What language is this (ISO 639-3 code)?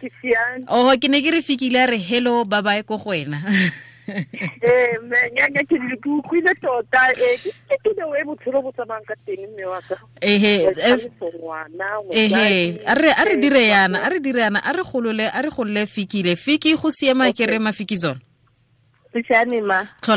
tsn